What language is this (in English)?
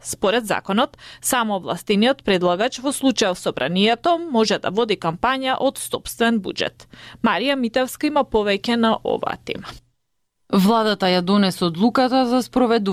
Macedonian